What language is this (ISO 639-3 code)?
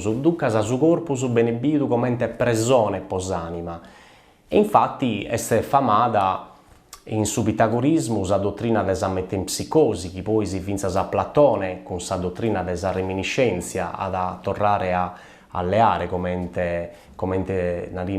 srd